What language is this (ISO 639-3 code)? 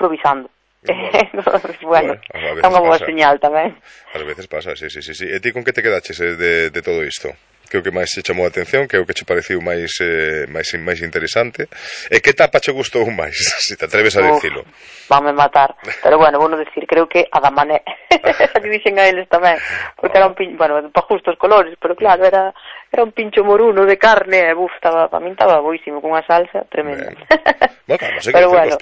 glg